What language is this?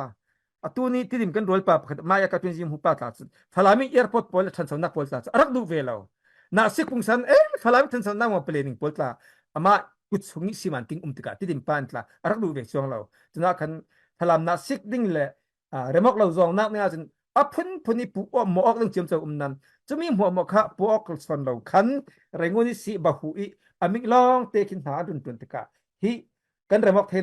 Falam Chin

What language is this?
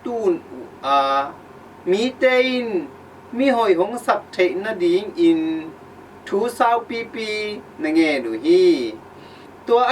Tedim Chin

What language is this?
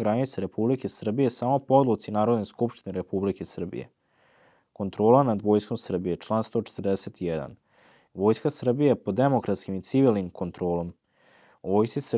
Serbian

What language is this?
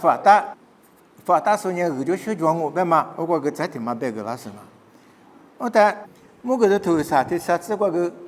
Lisu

